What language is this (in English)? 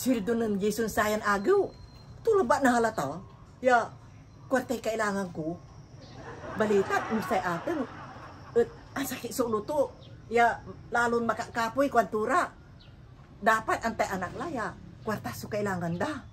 Pangasinan